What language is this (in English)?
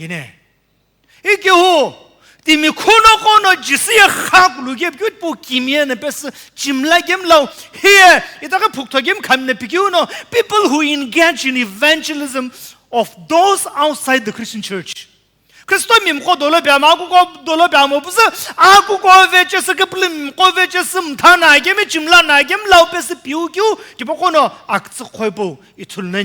Sumi Naga